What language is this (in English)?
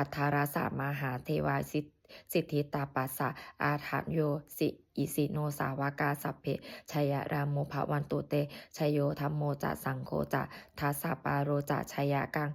Pali